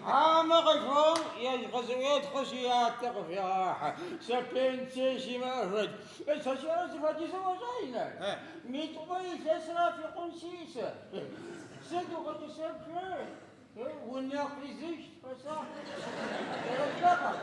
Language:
Adyghe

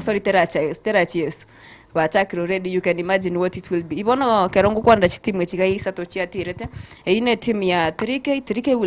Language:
Gusii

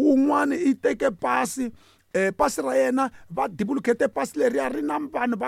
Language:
Tsonga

